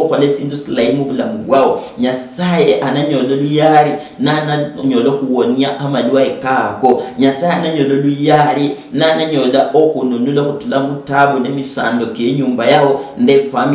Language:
Luyia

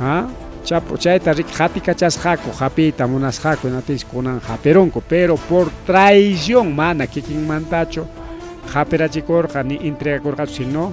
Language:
Ayacucho Quechua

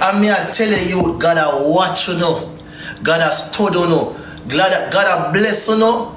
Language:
Jamaican Creole English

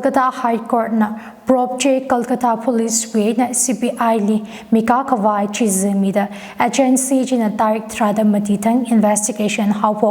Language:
Tangkhul Naga (India)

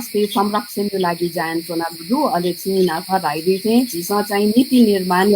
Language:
Newari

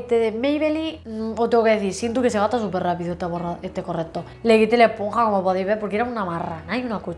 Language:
Spanish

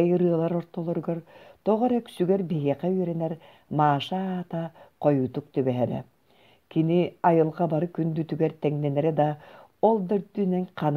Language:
Yakut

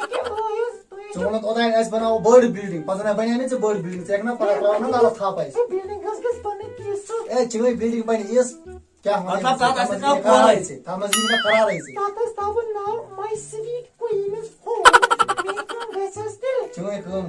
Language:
Kashmiri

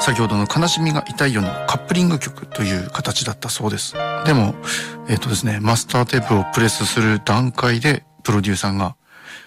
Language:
Japanese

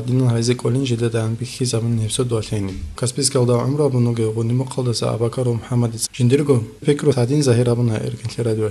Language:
Avaric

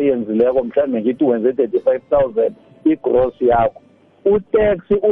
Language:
South Ndebele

